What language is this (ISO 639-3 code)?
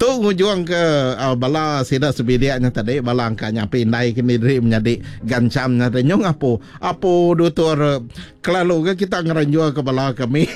iba